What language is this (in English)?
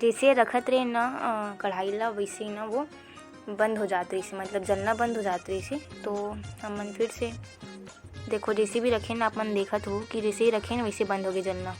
Chhattisgarhi